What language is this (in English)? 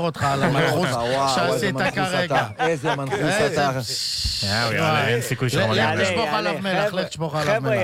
Hebrew